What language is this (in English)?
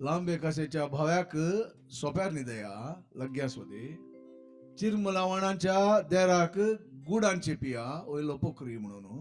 Konkani